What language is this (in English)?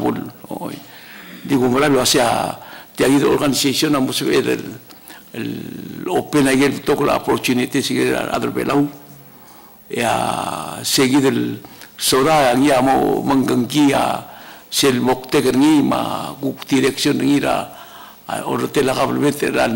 Palauan